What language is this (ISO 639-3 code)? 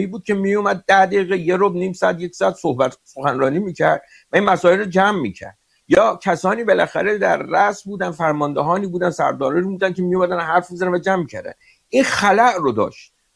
fas